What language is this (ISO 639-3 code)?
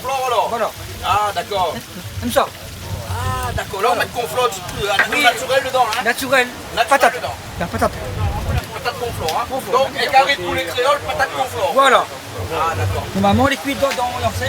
rcf